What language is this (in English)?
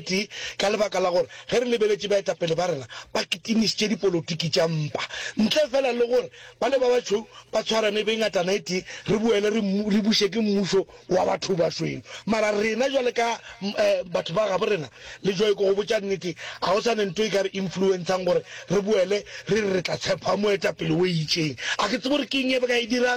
Northern Sotho